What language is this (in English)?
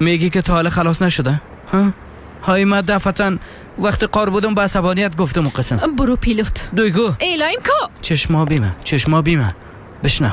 Persian